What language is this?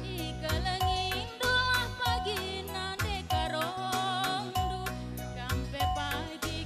Batak Karo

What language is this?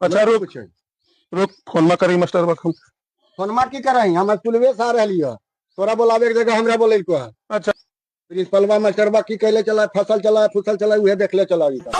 Magahi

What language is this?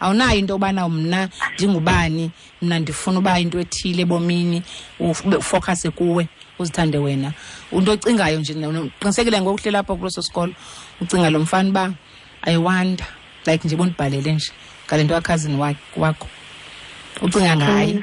Xhosa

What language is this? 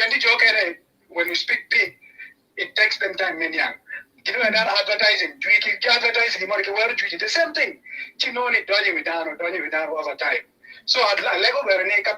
Acoli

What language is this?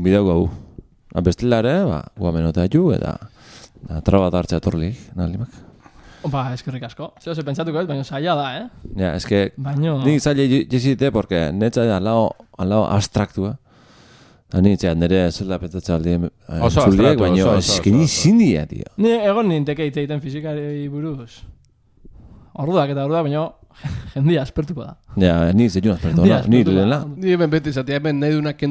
Basque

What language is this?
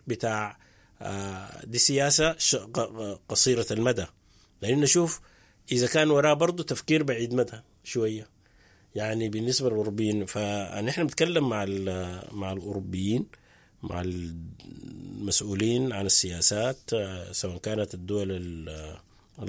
Sudanese Arabic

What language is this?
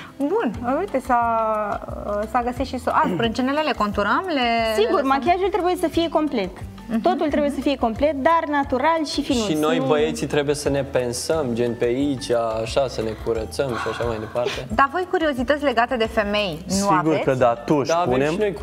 Romanian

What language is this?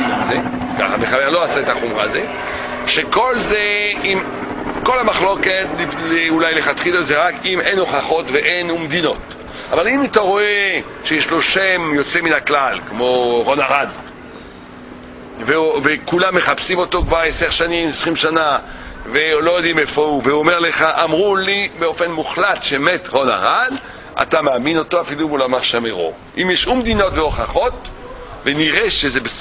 Hebrew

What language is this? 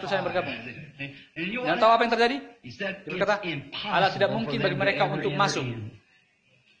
Indonesian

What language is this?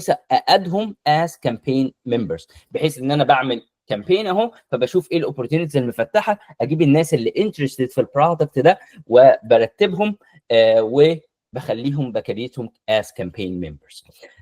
Egyptian Arabic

